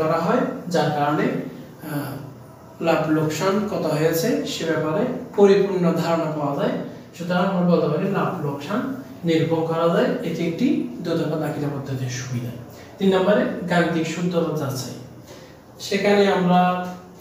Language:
Bangla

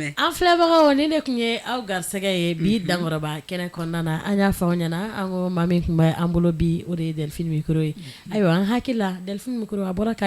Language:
Bambara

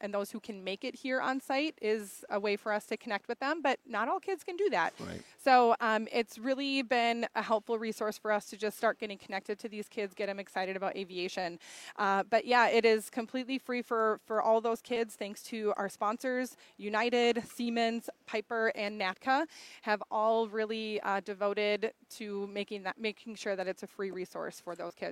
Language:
English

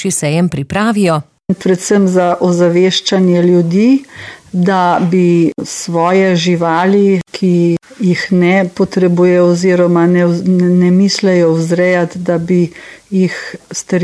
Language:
Slovenian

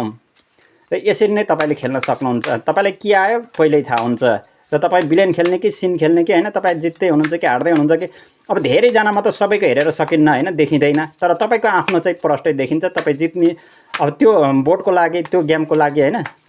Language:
Nepali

